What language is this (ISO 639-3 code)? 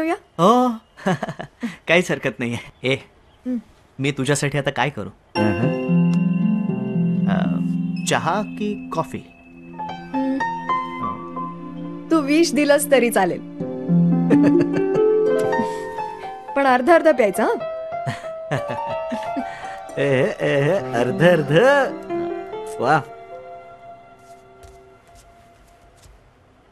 mar